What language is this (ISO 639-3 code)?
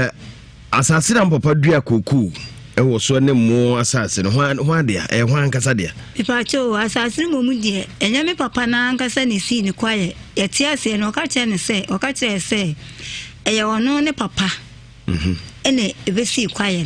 aka